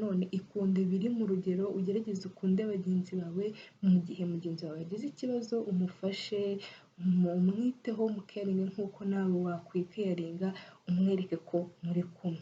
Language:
Kinyarwanda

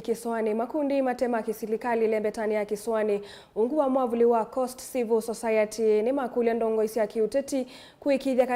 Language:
Kamba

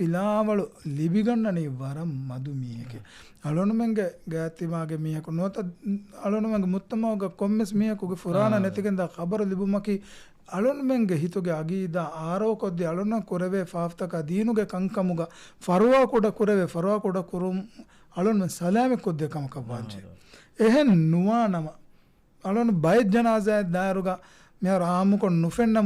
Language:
Divehi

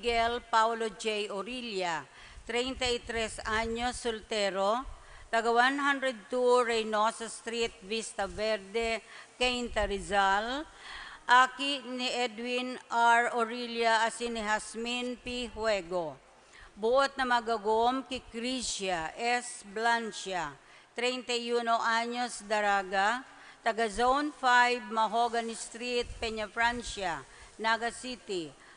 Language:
Bikol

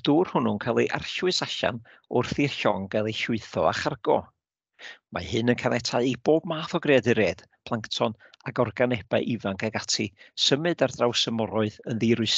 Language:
Welsh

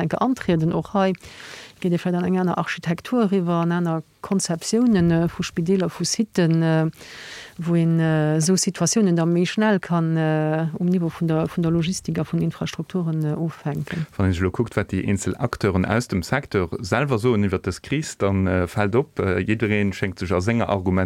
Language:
Luxembourgish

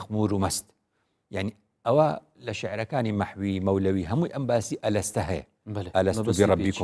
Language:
Central Kurdish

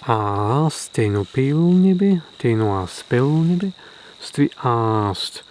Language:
Prussian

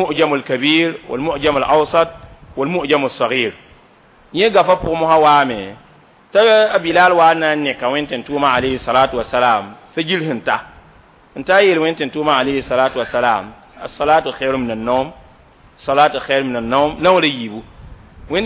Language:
Mossi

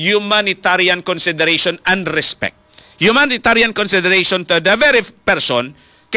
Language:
Hiligaynon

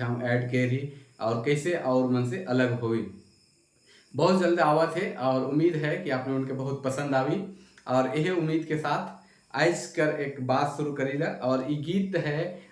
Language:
Sadri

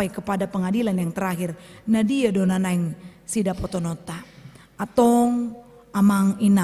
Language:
Batak Toba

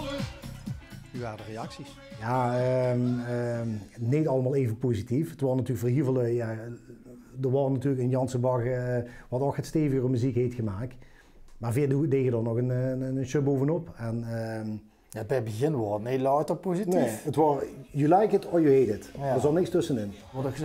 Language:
Limburgish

